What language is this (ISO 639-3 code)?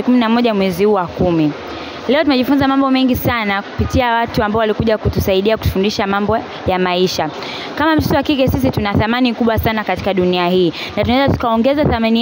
swa